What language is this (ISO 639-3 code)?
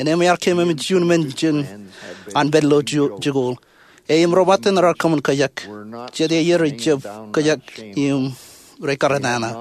mah